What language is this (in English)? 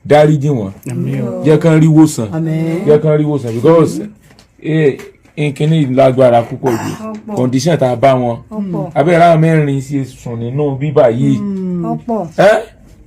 Yoruba